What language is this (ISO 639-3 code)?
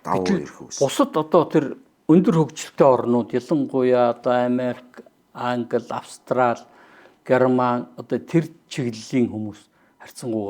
mon